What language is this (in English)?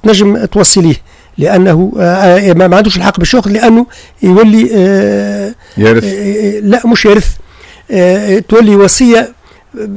Tunisian Arabic